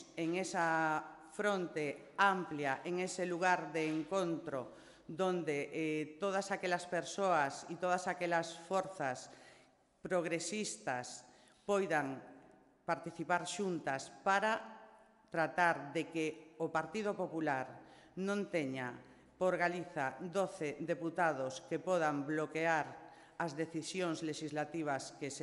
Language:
Galician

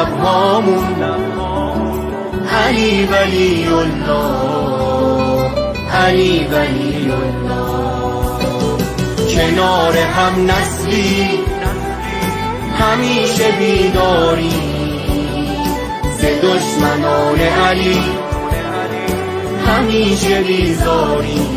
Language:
Persian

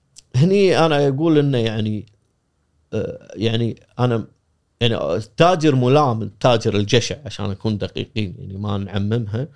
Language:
Gulf Arabic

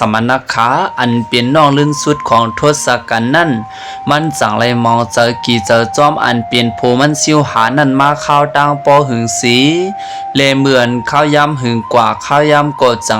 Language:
Shan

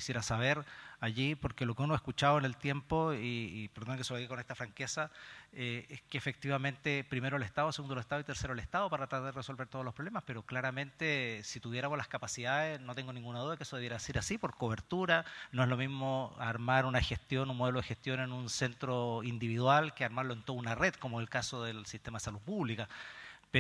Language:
Spanish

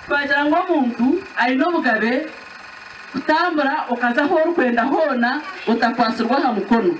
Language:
Nyankole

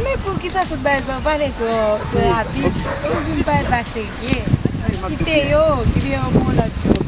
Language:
Haitian Creole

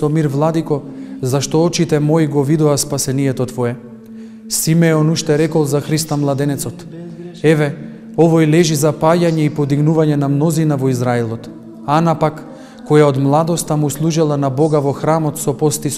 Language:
Macedonian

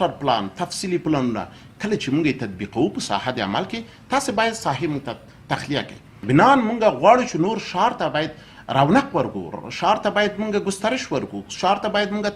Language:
Pashto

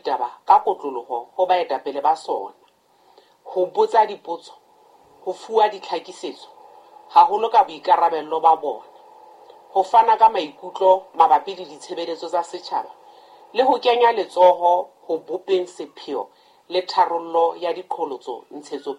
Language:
Southern Sotho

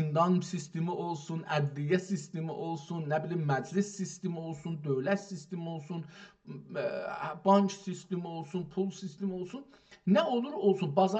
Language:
South Azerbaijani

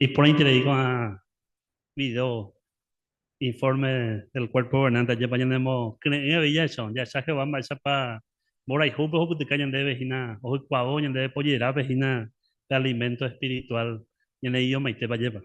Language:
Guarani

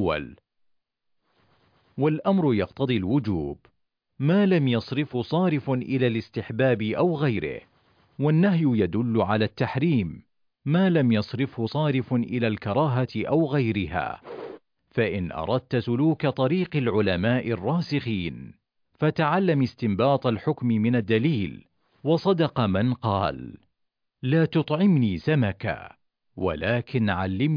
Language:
Arabic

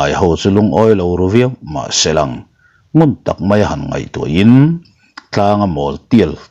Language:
Mizo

